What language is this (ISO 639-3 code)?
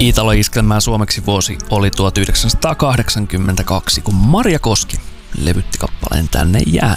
fin